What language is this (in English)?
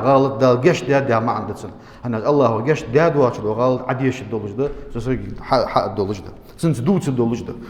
Ingush